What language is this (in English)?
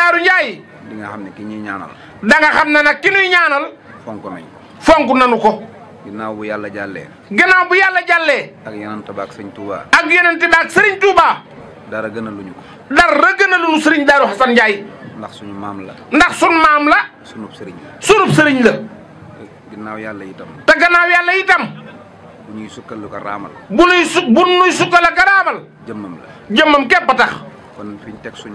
Wolof